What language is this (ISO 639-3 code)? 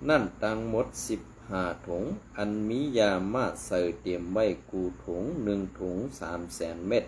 shn